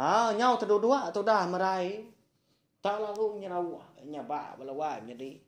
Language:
Iban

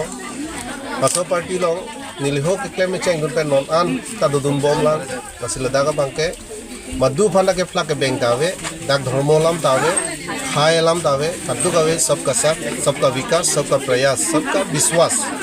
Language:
Karbi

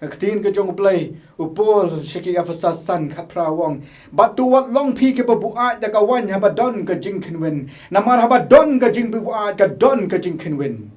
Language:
Khasi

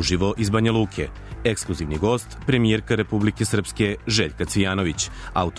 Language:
Serbian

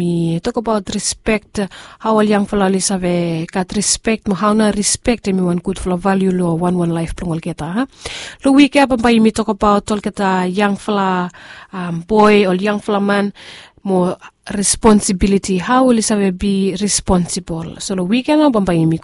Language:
Bislama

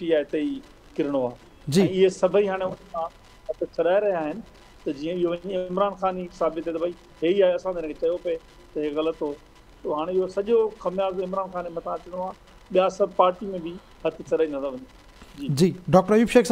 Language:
Sindhi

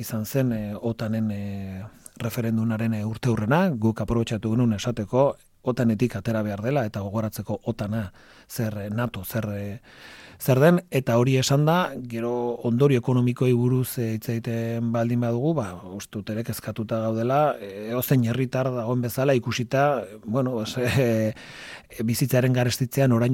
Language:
Basque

